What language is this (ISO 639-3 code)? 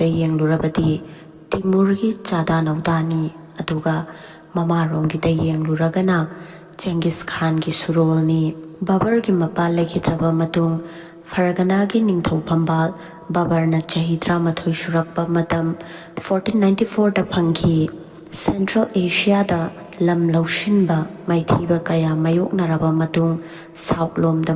mni